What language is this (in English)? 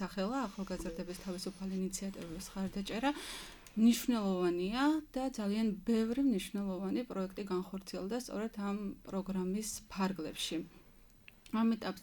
Georgian